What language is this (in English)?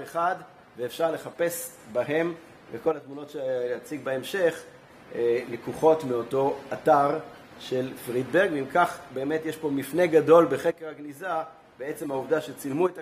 Hebrew